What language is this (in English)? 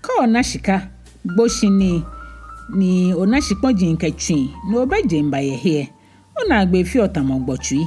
Ga